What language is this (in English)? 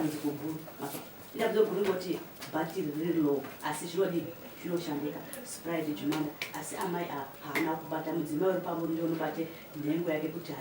Shona